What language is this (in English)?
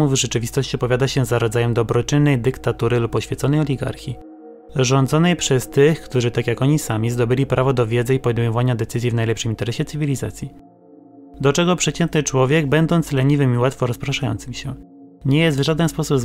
Polish